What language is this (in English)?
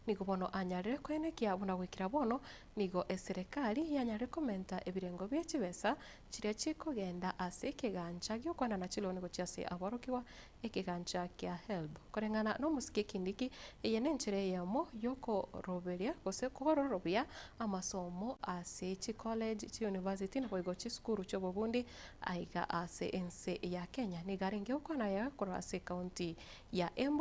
Gusii